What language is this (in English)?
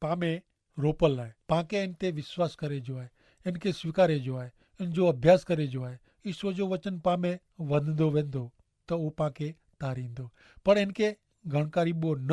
Kachhi